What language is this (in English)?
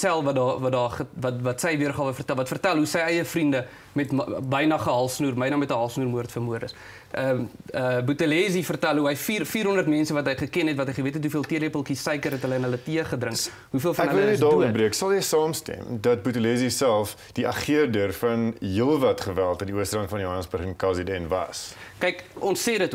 Afrikaans